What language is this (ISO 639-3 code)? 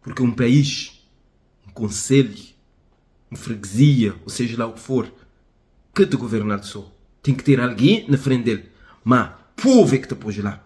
kea